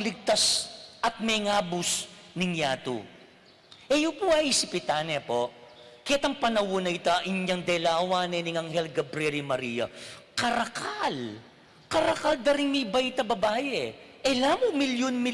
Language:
Pampanga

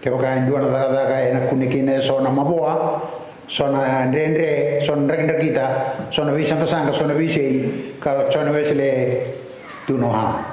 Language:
Fijian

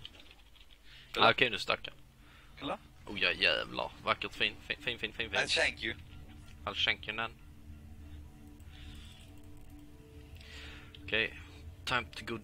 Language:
Swedish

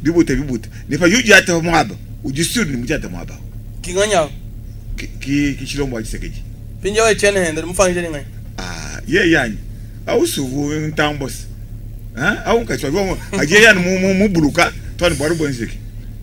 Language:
Luba-Lulua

